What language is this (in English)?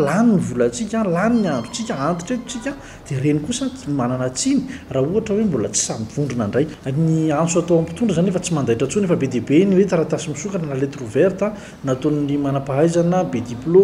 Malagasy